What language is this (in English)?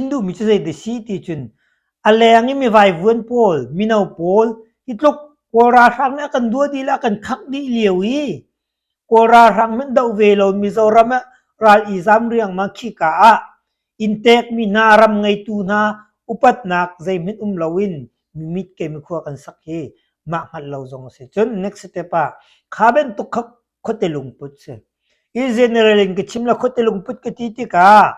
Hakha Chin